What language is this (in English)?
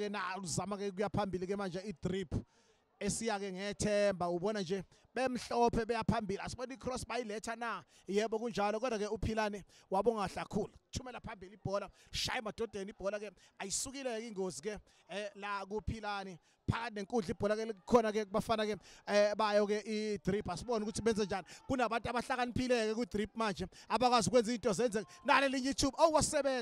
Zulu